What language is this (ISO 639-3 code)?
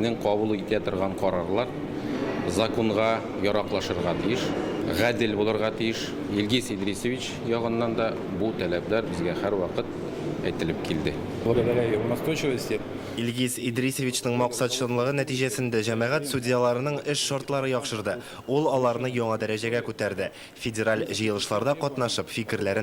tat